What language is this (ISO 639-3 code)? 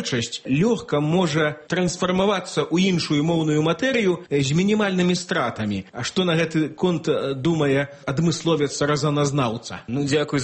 bel